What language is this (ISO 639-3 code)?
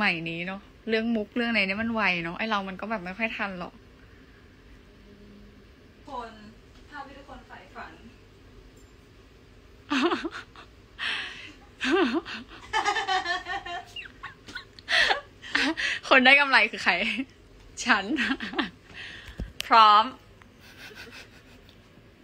tha